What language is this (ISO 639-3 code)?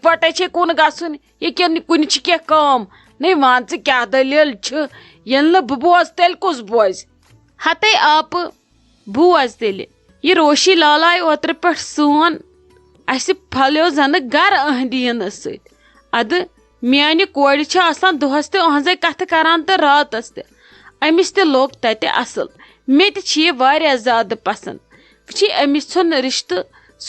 kas